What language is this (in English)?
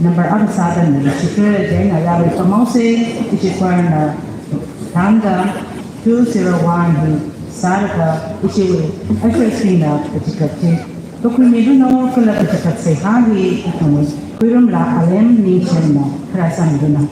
Tangkhul Naga (India)